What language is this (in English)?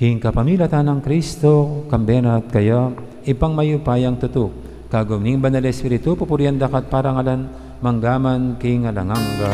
Pampanga